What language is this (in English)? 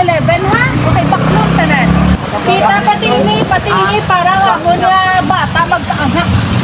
Hiligaynon